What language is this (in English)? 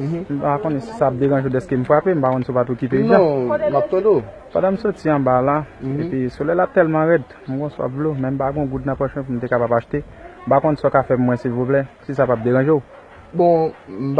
Haitian Creole